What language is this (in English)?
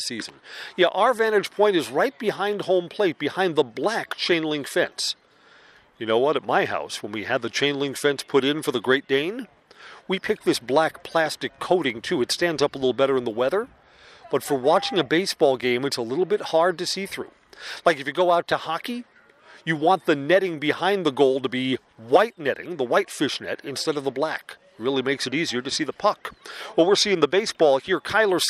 English